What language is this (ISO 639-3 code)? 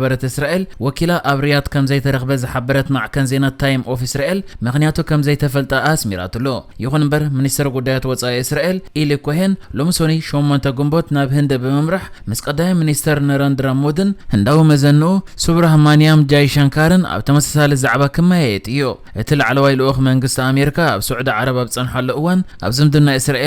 tir